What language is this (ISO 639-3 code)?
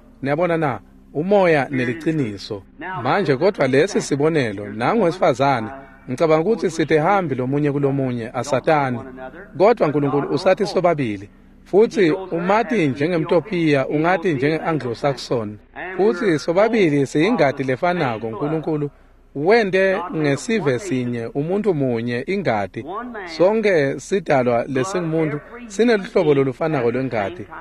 ssw